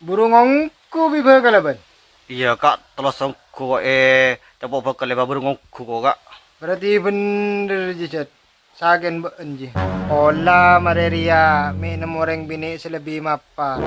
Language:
Madurese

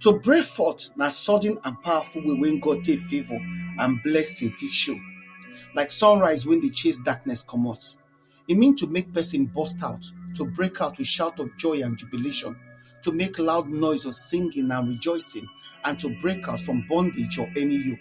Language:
Nigerian Pidgin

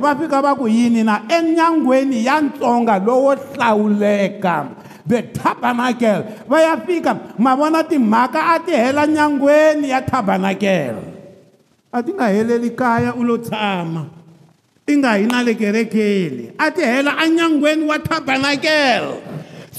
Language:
Tsonga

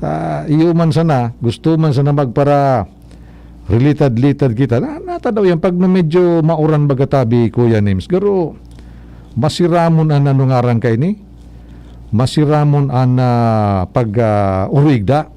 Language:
Bikol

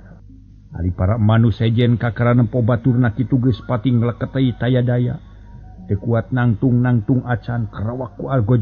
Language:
Sundanese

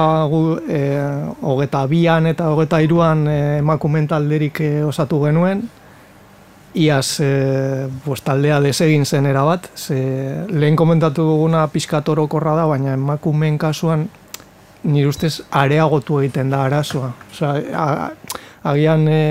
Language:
Basque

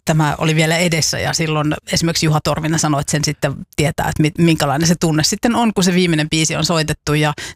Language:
Finnish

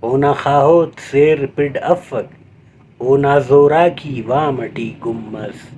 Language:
Brahui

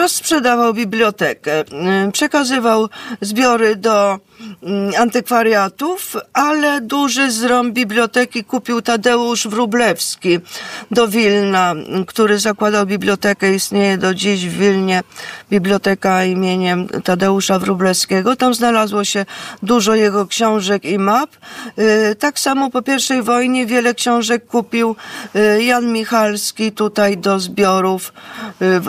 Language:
Polish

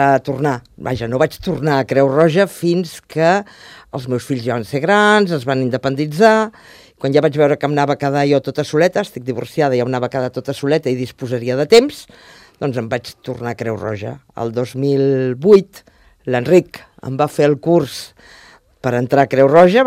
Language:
Catalan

